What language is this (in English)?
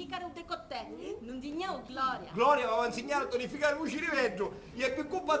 Sicilian